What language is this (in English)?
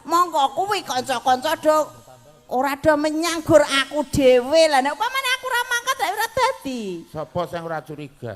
Javanese